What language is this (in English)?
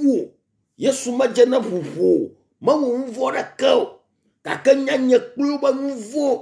Ewe